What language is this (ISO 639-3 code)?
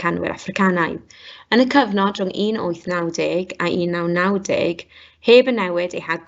cym